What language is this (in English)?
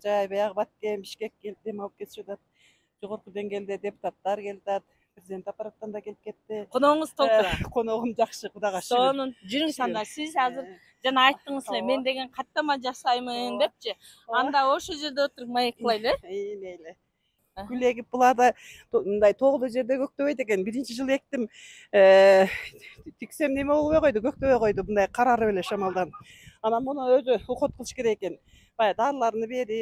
Kyrgyz